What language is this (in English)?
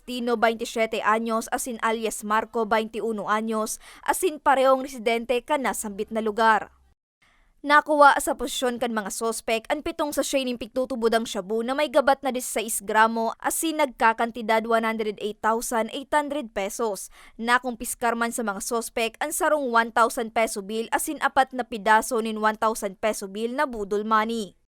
Bikol